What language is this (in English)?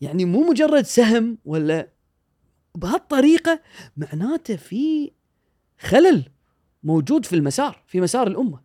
Gulf Arabic